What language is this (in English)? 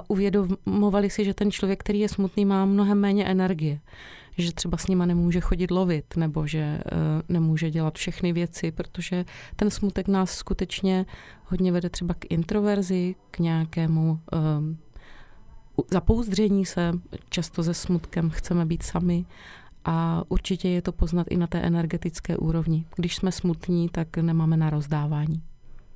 Czech